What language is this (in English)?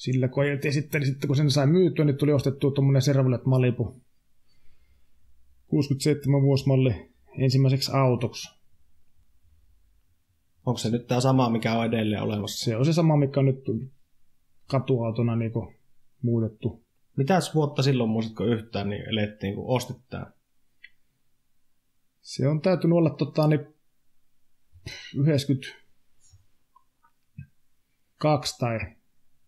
Finnish